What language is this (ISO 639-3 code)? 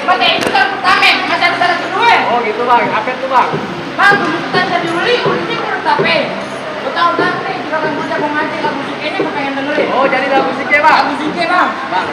bew